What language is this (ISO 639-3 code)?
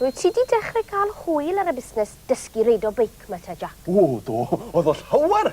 cym